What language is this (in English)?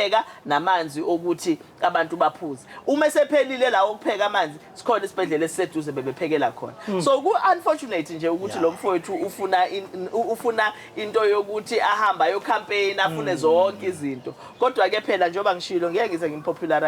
Zulu